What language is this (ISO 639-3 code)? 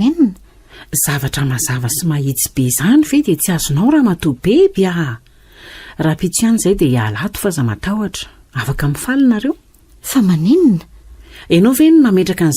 mlg